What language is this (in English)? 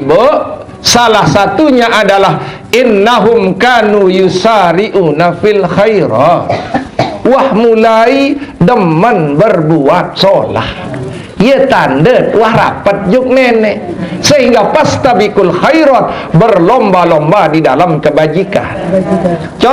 Sasak